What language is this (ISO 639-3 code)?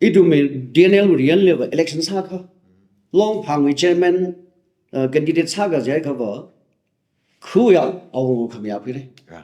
nmf